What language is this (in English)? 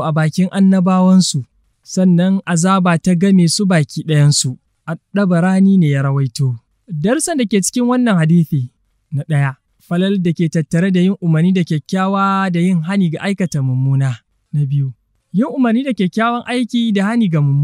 Hausa